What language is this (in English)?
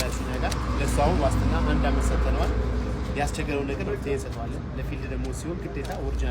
Amharic